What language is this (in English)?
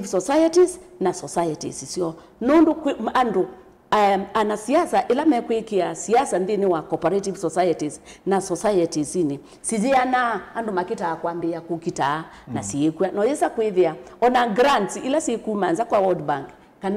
Kamba